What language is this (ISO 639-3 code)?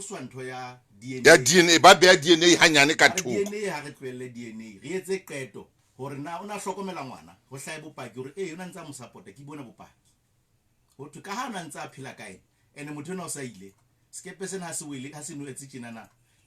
sot